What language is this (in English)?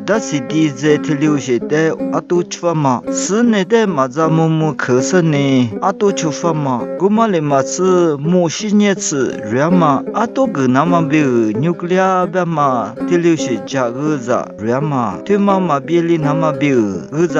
Lisu